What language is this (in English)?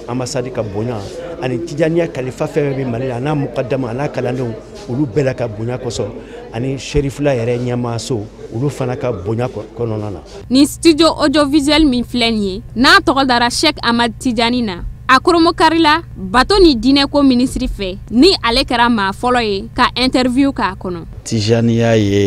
Bambara